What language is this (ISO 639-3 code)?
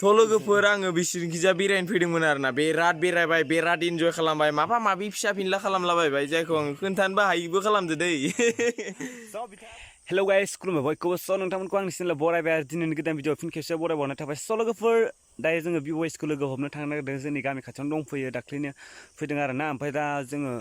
brx